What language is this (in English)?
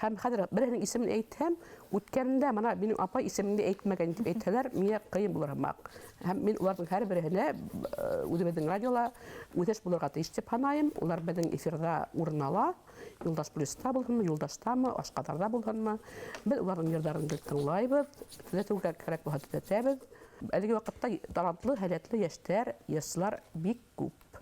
Bashkir